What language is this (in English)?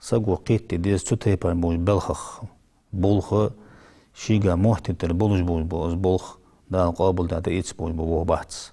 Ingush